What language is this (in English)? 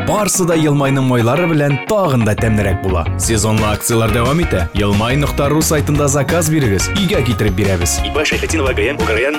Tatar